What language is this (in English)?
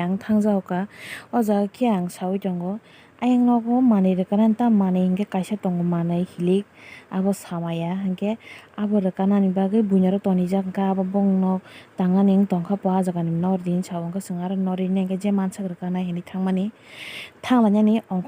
Kok Borok